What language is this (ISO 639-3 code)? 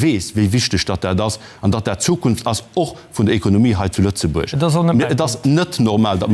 ltz